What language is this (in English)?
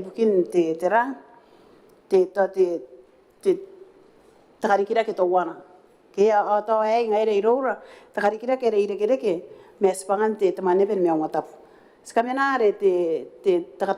Gilbertese